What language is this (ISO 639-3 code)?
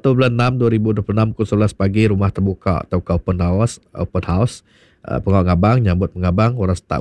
iba